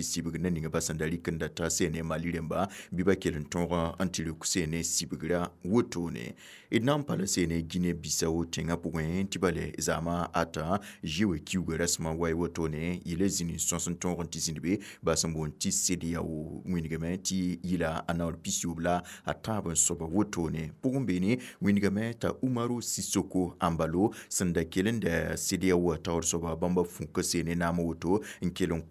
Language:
Mossi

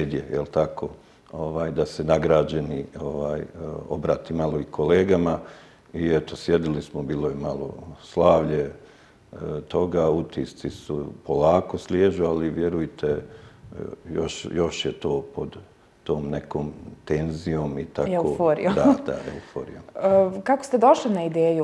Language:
Bosnian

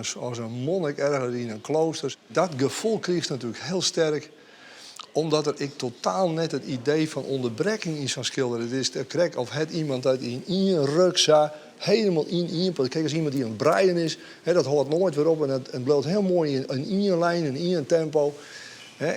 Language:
Western Frisian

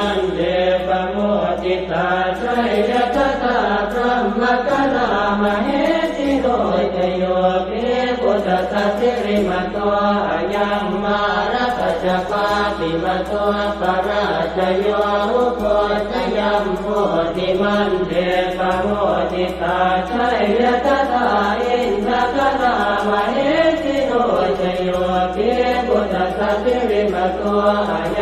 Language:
Pali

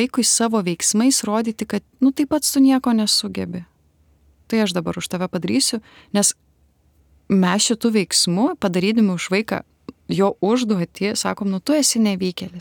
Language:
Lithuanian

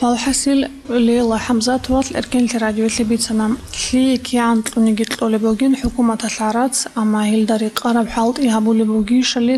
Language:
Avaric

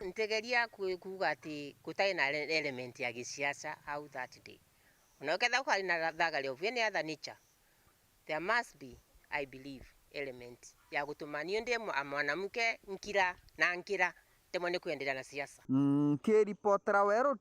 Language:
Meru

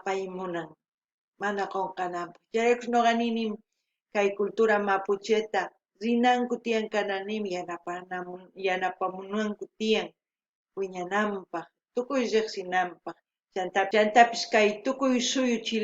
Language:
South Bolivian Quechua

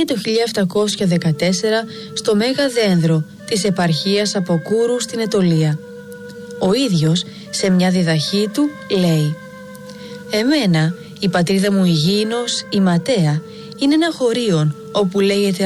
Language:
Greek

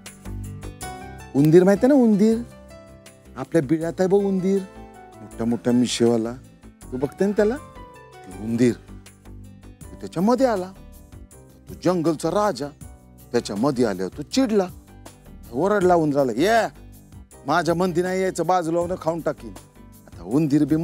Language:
Marathi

